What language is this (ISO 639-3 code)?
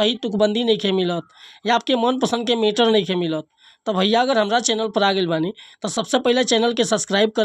bho